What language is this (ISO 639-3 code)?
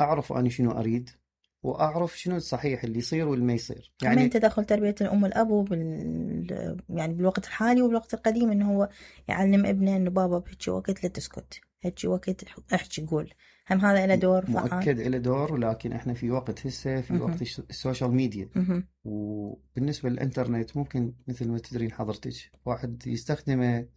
acm